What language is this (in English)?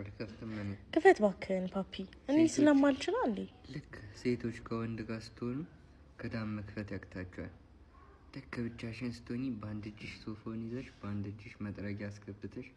Amharic